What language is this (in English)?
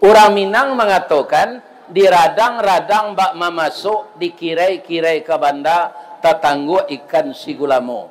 Minangkabau